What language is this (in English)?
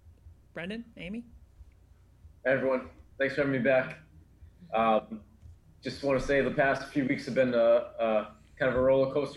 English